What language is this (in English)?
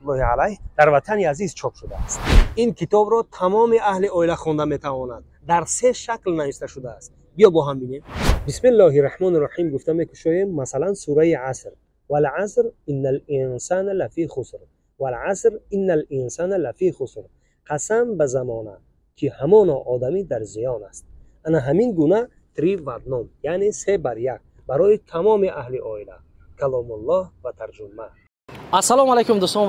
Tajik